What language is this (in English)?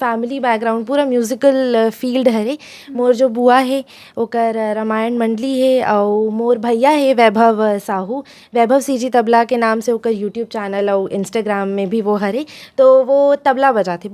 Chhattisgarhi